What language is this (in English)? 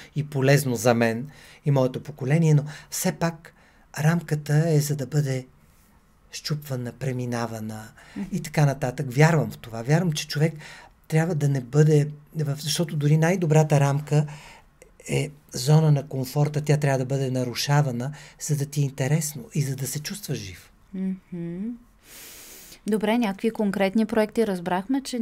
Bulgarian